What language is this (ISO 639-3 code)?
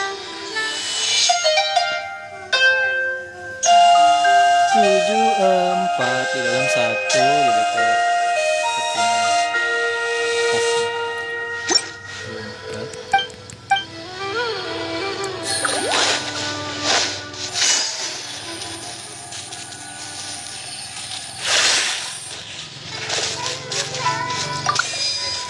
ind